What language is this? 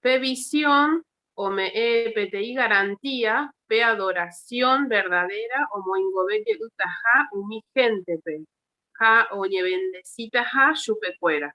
Guarani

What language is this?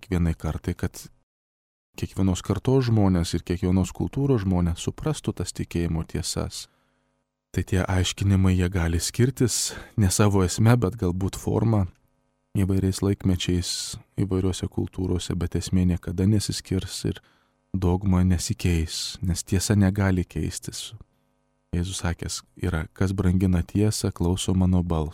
Lithuanian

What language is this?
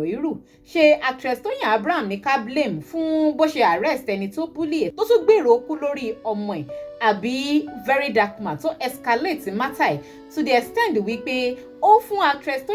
Yoruba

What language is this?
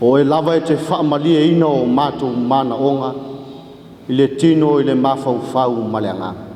Samoan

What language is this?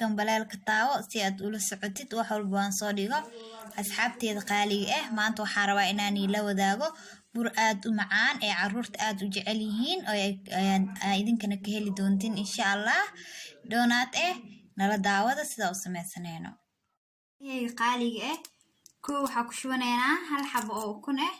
Somali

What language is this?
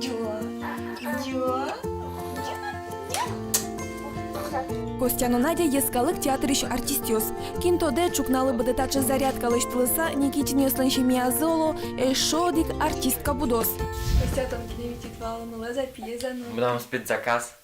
Udmurt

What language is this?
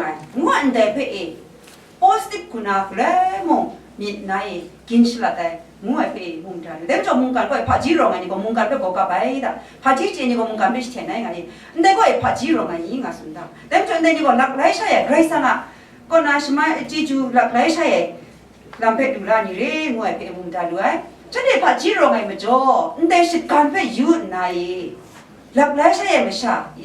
Kachin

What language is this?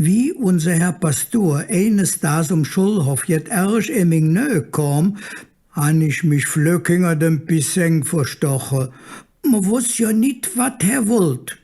Colognian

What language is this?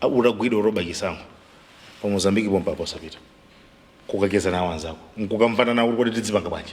Nyanja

